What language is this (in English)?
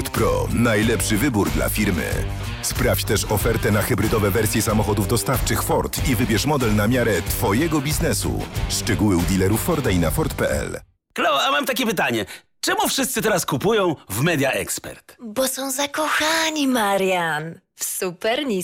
Polish